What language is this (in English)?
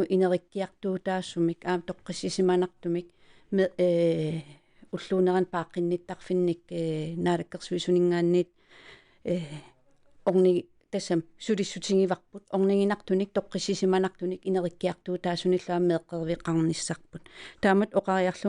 Kalaallisut